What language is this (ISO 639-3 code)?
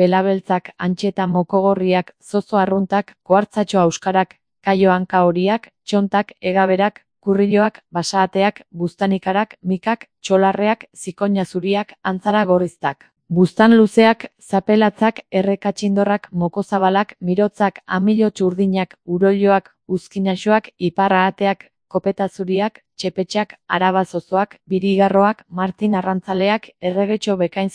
eus